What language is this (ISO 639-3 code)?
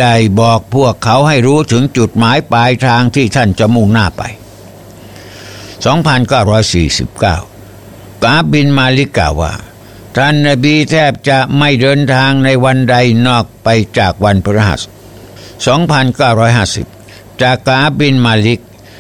tha